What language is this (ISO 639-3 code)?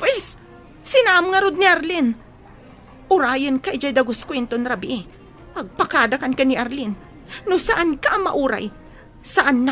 ilo